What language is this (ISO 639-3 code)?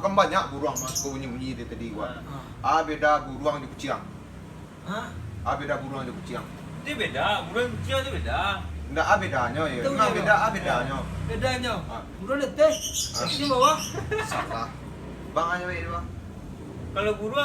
min